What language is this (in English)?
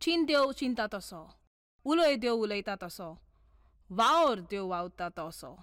Konkani